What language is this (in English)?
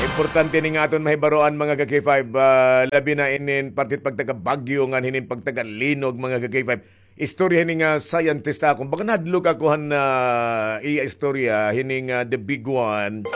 Waray